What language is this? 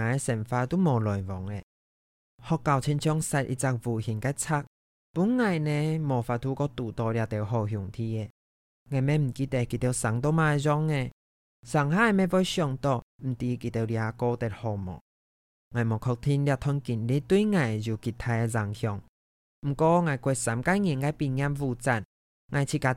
Hakka Chinese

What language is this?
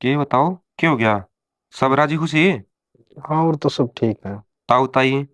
Haryanvi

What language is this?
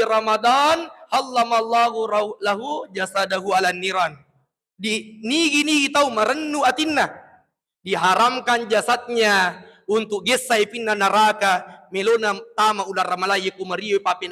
Buginese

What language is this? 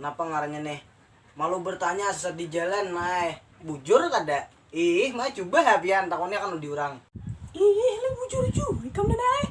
Banjar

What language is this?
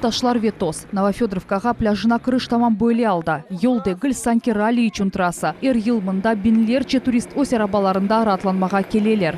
Crimean Tatar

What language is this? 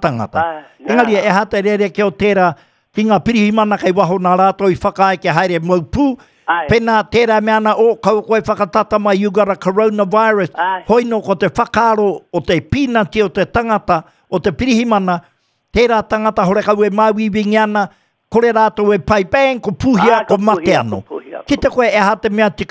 Māori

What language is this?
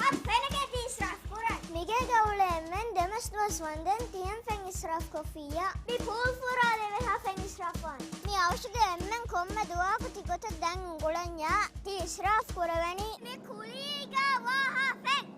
Divehi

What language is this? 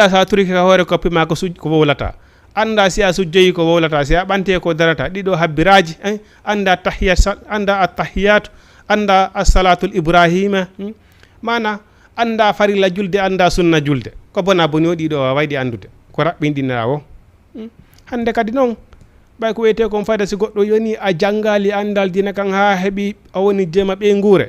Fula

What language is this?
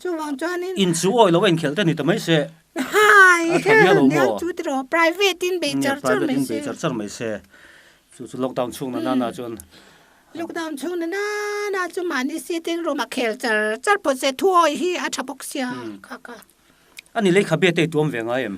Mizo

